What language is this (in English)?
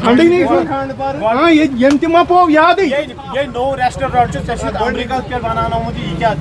Kashmiri